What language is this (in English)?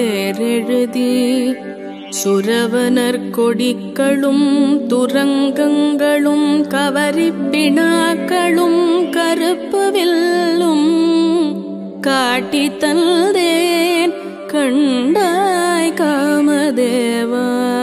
Tamil